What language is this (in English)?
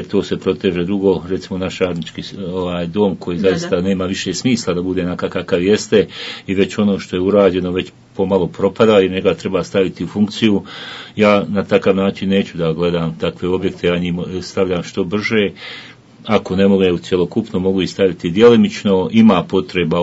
Bosnian